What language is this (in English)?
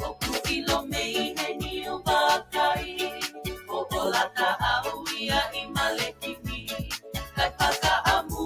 Tongan